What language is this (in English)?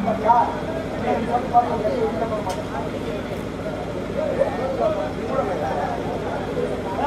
Tamil